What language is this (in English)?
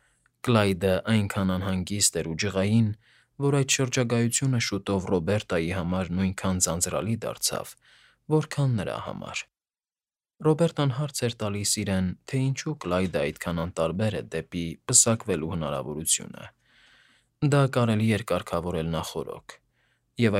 Armenian